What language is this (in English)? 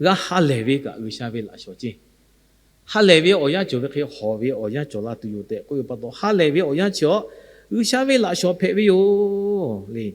Lahu